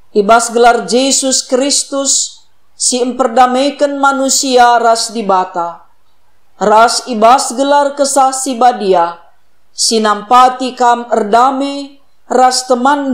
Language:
Batak Karo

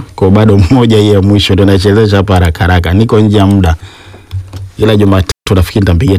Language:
Swahili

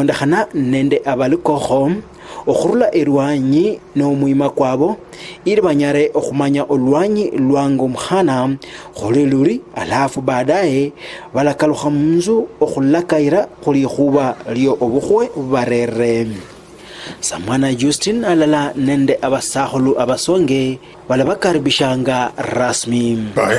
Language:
Luyia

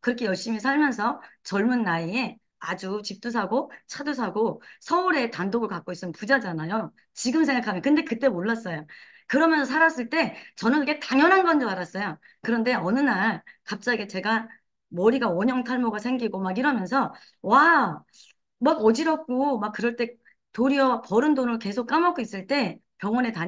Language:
Korean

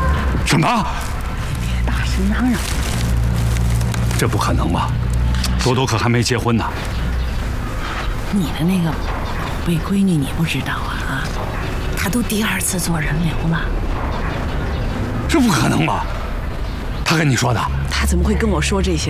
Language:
Chinese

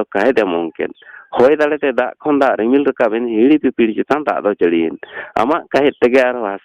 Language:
Santali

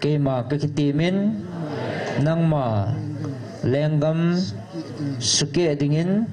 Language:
Thado Chin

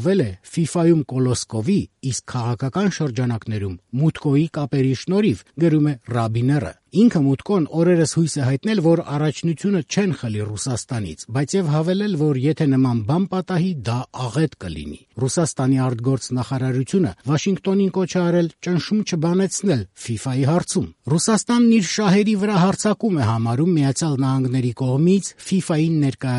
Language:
Armenian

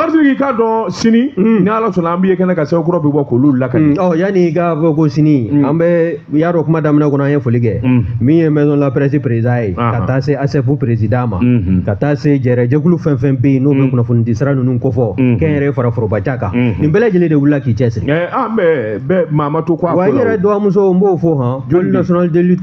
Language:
Bambara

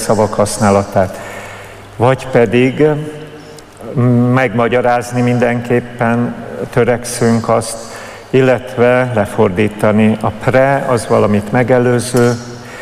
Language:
Hungarian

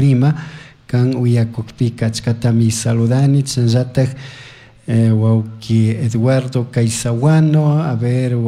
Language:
Chimborazo Highland Quichua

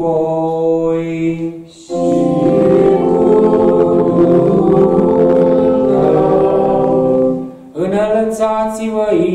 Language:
Romanian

